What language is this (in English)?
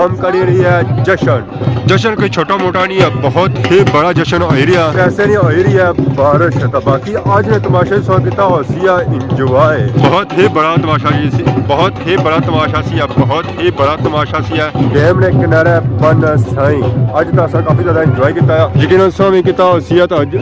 Pahari-Potwari